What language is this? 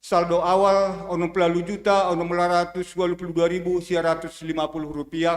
Batak Simalungun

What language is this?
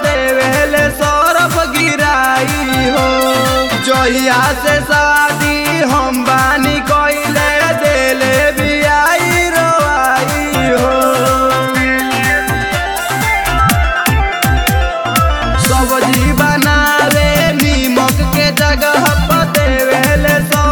Bhojpuri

